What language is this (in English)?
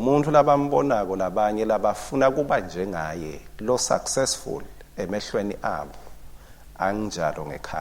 Swati